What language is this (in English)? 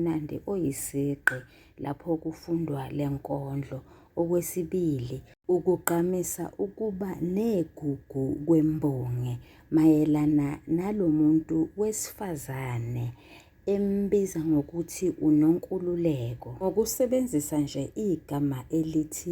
Zulu